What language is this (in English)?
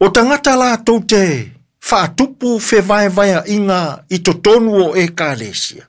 Samoan